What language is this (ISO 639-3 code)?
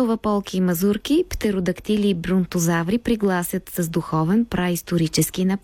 bul